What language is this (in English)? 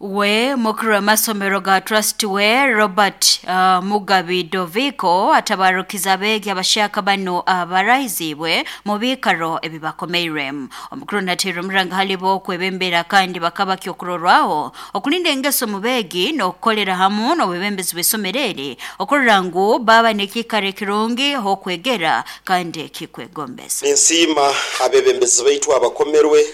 Nyoro